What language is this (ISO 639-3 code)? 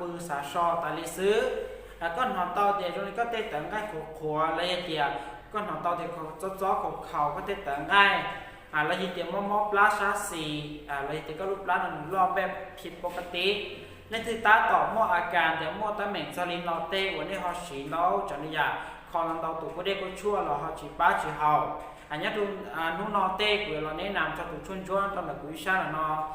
hmn